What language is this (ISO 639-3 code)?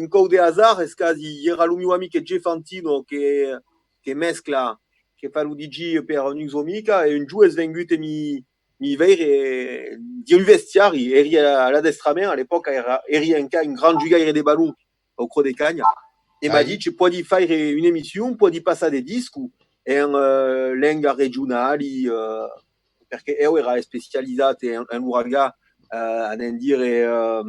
oci